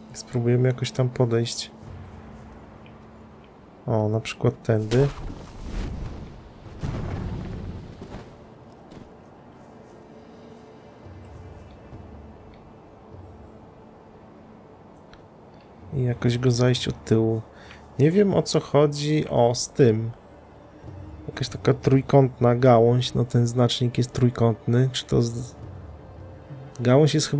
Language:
Polish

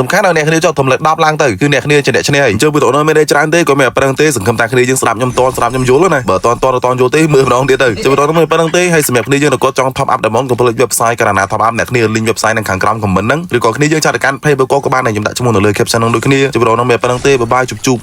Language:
Khmer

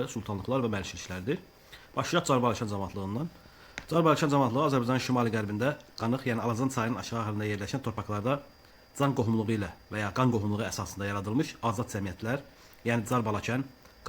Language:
Azerbaijani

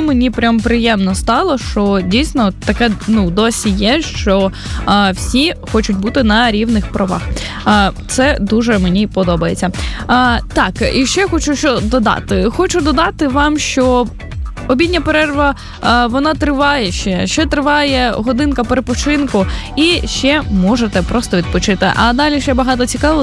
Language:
Ukrainian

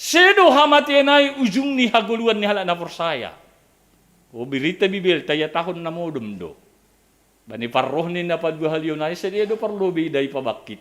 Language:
Batak Simalungun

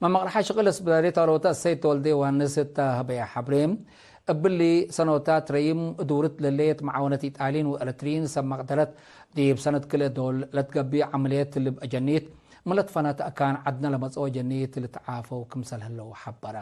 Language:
Tigre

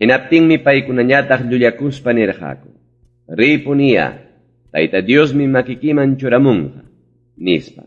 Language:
Ayacucho Quechua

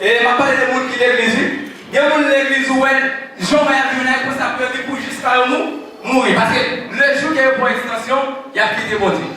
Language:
Haitian Creole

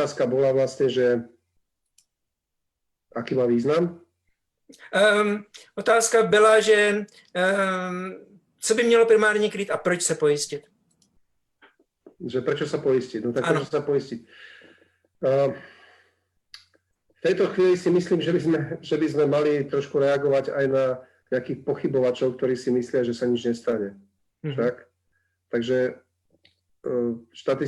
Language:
Slovak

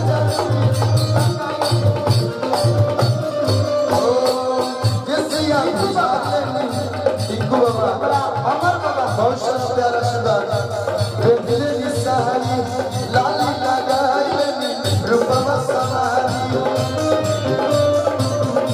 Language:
Bhojpuri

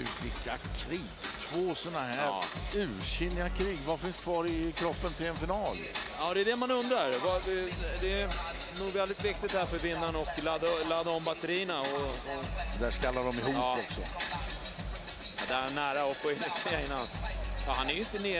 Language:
Swedish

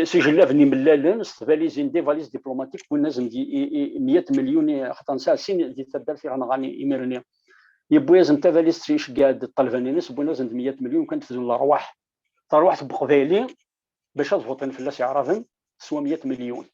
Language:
Kabyle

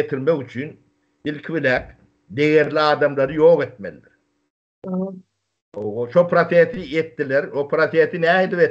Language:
Turkmen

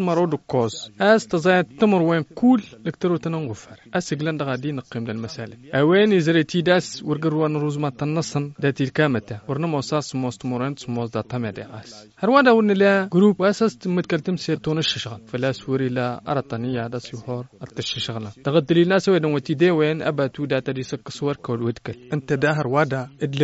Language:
Tamasheq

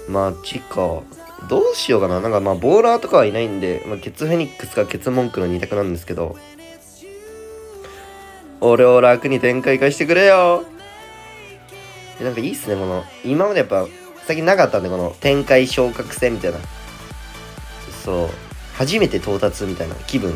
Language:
Japanese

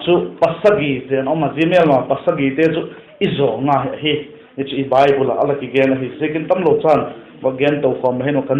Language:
Vaiphei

